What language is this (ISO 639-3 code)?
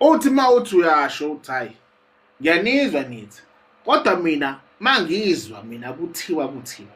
zul